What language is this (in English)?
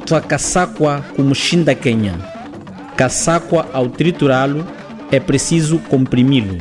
Chokwe